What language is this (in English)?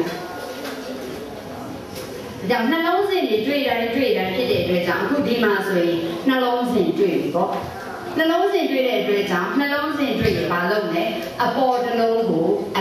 Burmese